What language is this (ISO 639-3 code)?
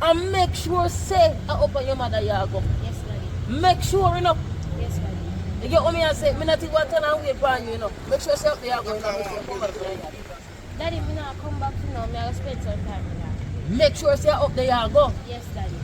jam